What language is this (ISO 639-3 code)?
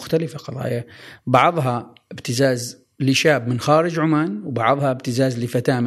afb